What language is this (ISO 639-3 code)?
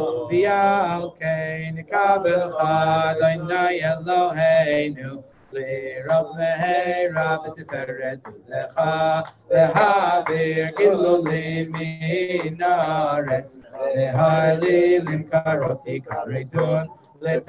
heb